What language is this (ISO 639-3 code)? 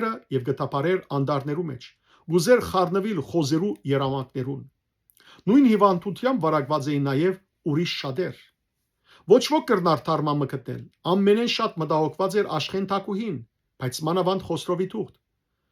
hyw